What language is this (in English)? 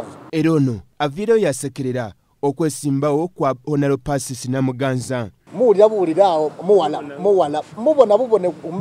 Soga